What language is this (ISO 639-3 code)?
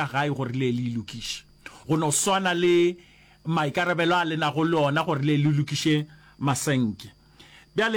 nso